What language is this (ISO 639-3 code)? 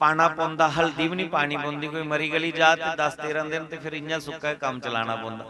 doi